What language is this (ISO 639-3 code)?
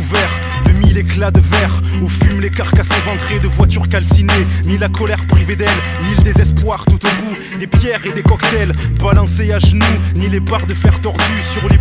fra